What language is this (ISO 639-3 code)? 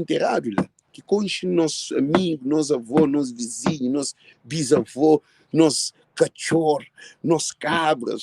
kea